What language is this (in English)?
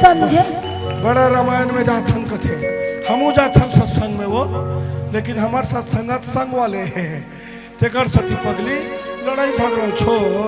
Chhattisgarhi